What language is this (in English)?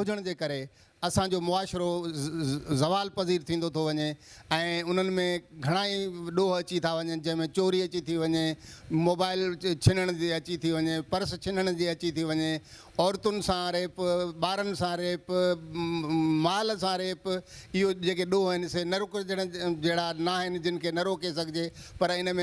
Sindhi